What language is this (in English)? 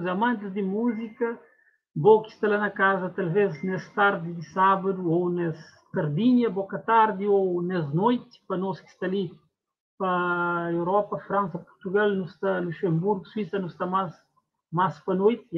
Kabuverdianu